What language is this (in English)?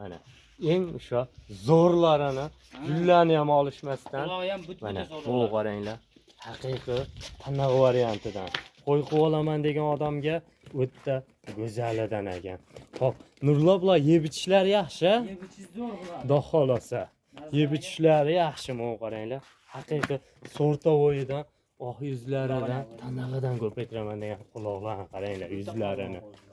Uzbek